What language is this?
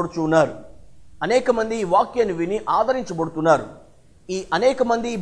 Telugu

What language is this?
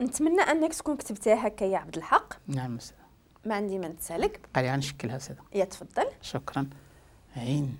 Moroccan Arabic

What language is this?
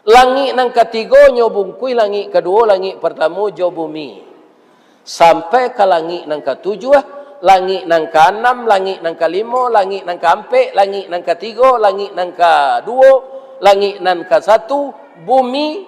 Minangkabau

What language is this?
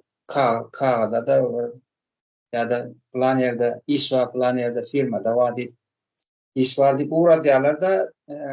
Turkmen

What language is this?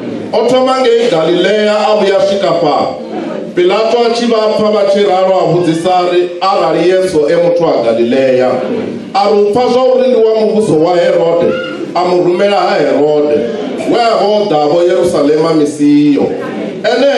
Venda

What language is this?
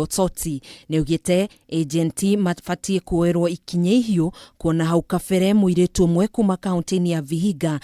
Kikuyu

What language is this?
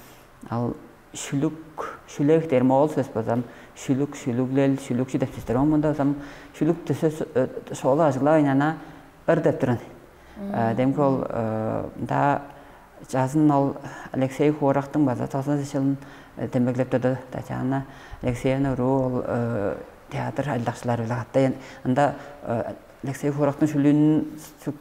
Tuvinian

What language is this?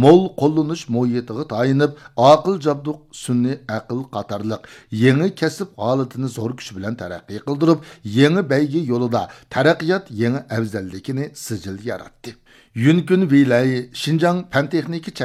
Uyghur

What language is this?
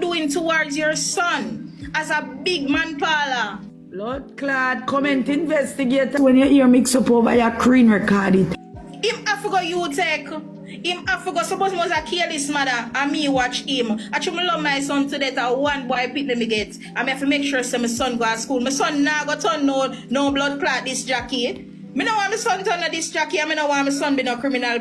Jamaican Creole English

